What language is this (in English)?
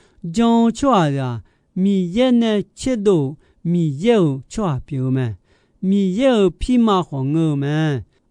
Akha